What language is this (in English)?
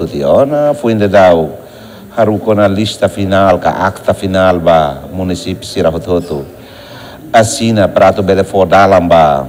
Tetum